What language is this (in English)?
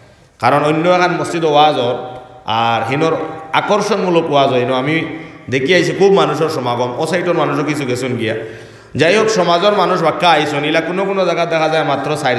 Sylheti